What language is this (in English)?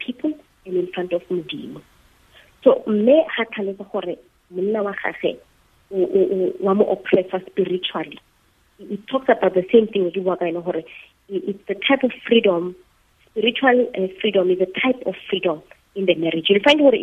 Tswana